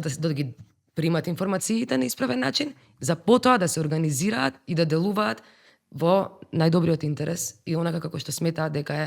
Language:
Macedonian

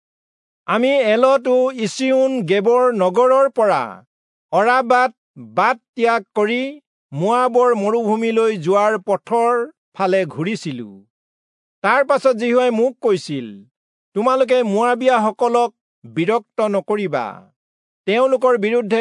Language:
Assamese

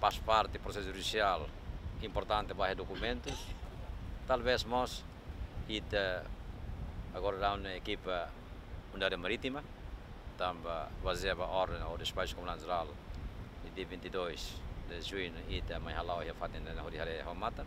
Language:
Tetum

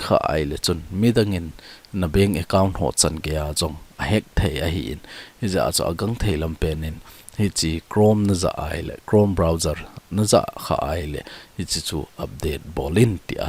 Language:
Thado Chin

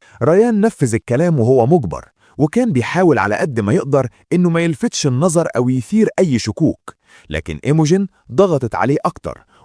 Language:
Egyptian Arabic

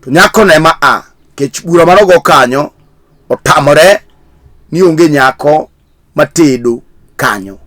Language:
Luo (Kenya and Tanzania)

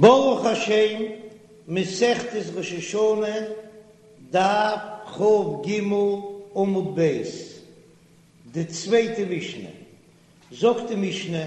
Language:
Yiddish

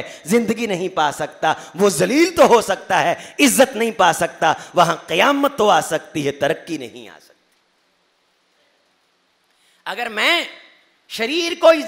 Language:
Urdu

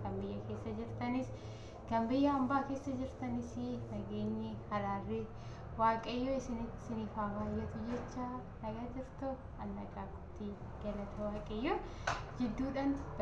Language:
Oromo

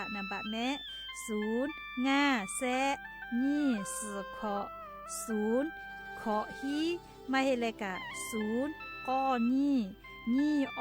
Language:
Lahu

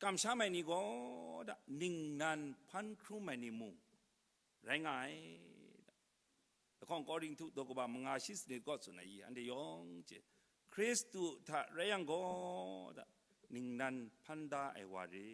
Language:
Kachin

